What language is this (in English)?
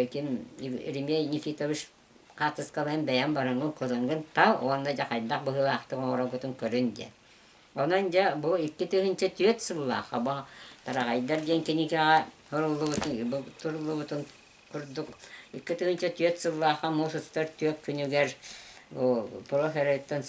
Yakut